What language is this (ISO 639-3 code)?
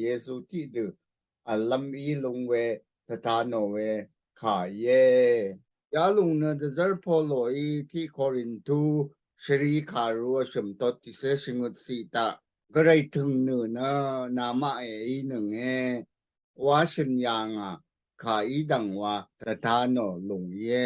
raw